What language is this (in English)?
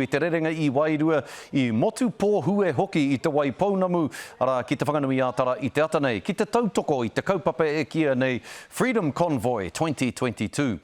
Māori